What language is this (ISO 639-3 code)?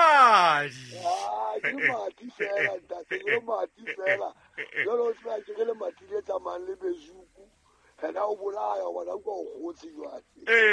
sot